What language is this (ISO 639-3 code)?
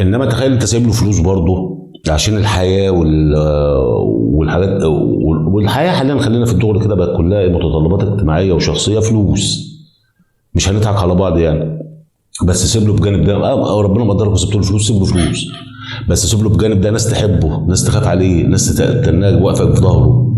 arz